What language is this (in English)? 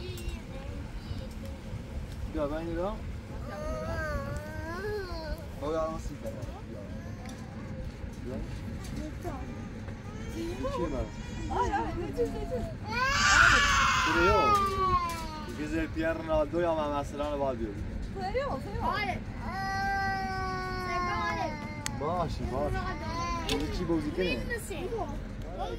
Persian